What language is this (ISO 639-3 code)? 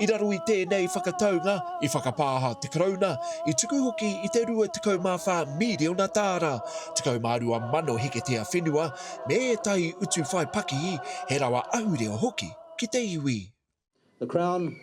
mri